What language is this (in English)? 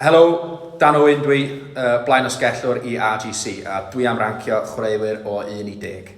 Welsh